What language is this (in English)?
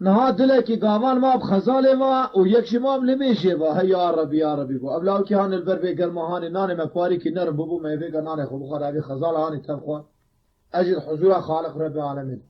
Kurdish